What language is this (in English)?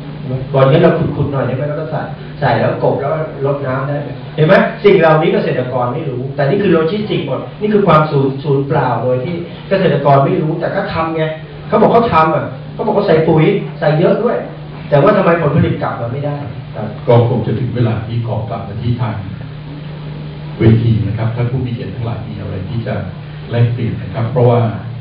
Thai